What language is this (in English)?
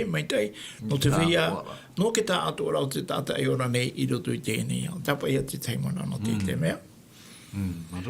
Tahitian